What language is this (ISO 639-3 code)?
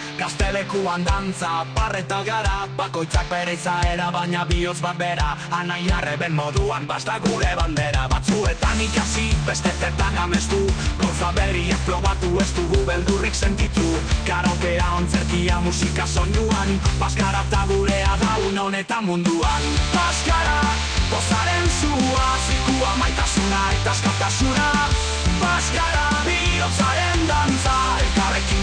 eus